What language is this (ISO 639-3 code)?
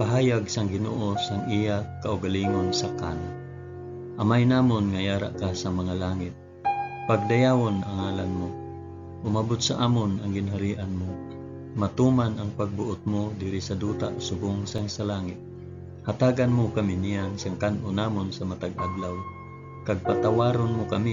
hil